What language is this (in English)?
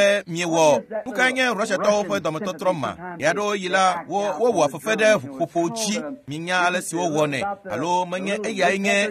Ewe